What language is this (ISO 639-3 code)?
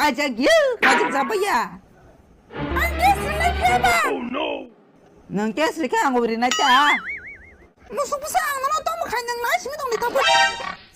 trp